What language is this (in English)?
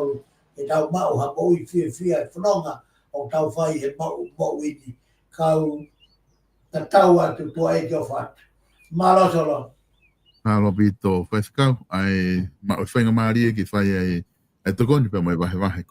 Tongan